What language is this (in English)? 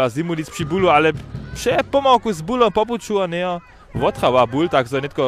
Upper Sorbian